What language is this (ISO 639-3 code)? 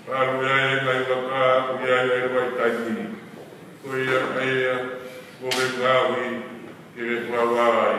ton